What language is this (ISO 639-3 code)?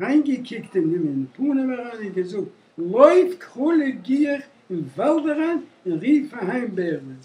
yid